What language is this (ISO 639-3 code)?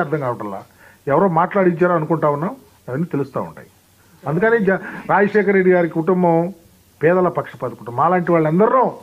tel